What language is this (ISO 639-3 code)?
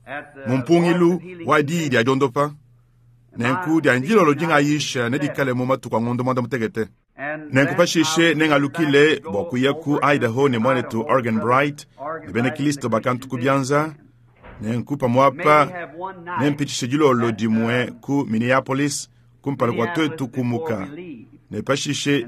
lua